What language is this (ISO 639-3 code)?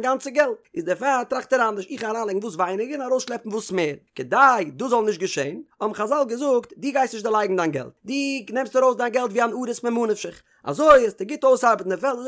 yid